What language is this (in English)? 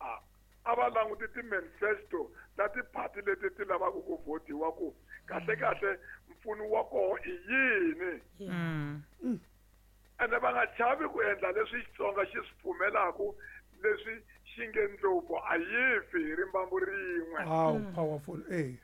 Tsonga